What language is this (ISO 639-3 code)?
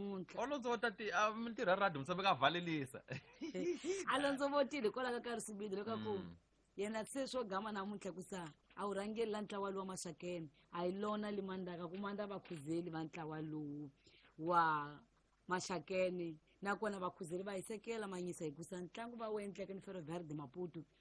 tso